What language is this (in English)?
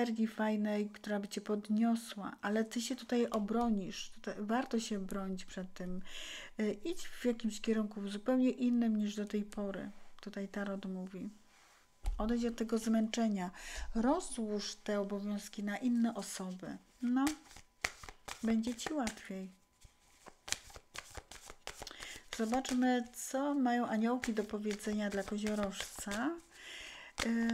Polish